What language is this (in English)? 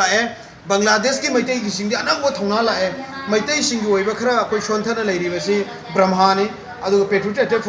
Manipuri